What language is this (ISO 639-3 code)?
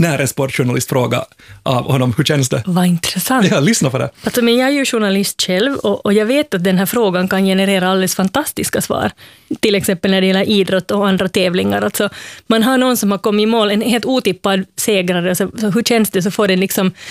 swe